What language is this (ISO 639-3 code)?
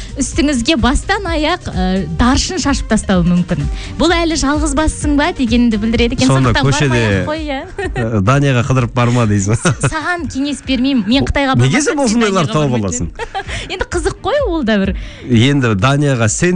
kaz